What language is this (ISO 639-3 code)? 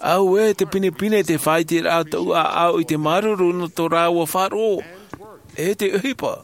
tah